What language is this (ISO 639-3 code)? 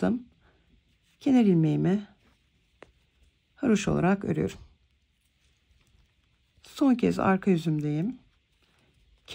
tur